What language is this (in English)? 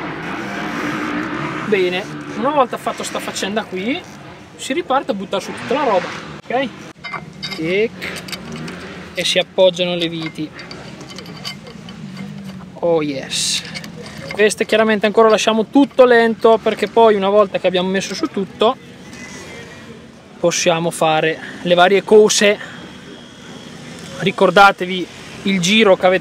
Italian